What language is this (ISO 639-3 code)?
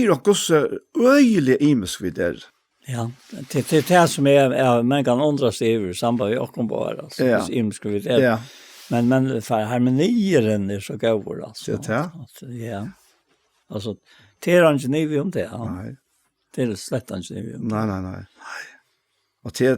fao